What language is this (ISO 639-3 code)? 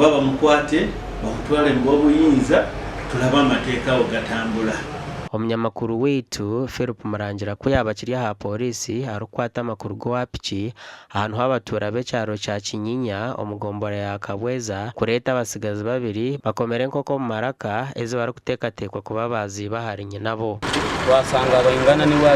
nyn